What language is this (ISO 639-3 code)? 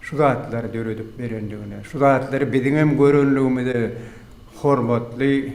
tuk